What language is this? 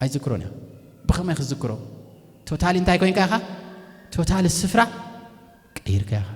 Tigrinya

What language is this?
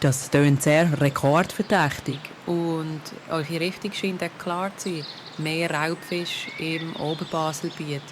Swiss German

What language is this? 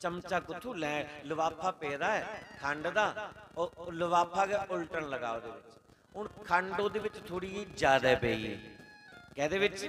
Dogri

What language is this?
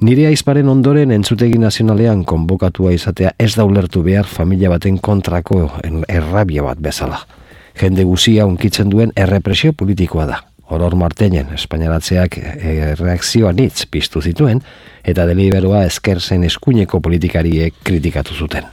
Basque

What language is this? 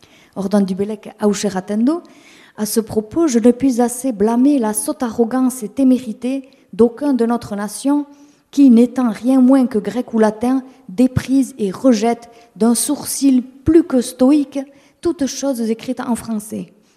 Basque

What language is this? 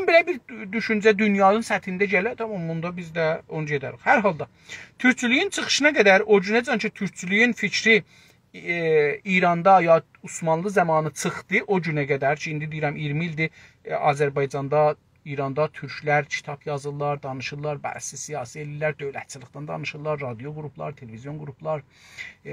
South Azerbaijani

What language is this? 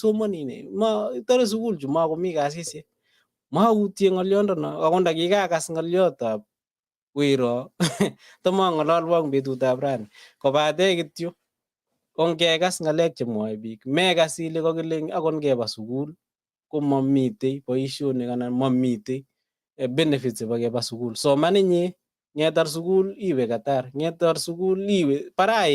Kalenjin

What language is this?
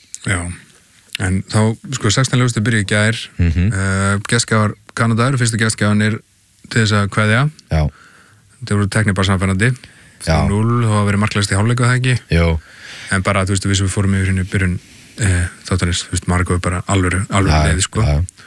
Icelandic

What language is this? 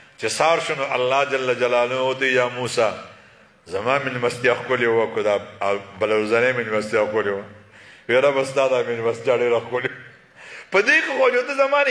Pashto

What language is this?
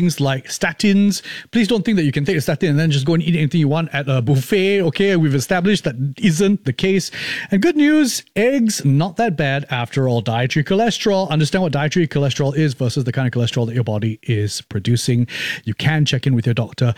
English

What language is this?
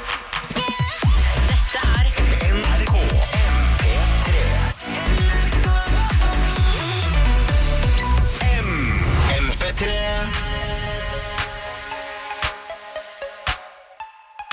Norwegian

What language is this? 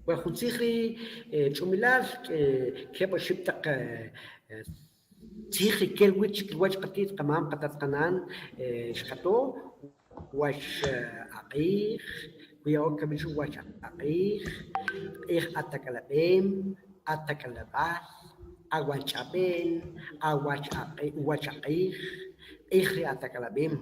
Kʼicheʼ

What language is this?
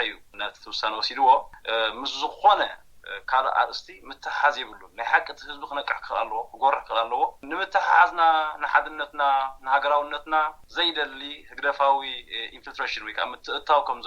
Tigrinya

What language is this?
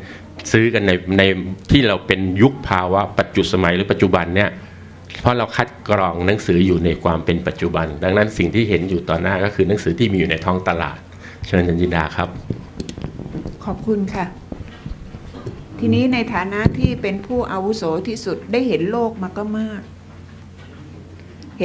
Thai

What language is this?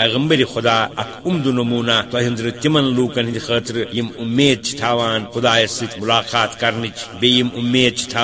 Kashmiri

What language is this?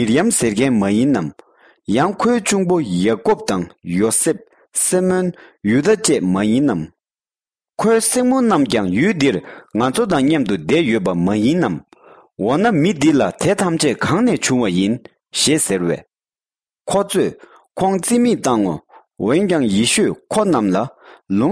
Tibetan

